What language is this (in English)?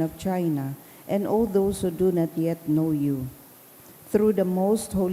Bikol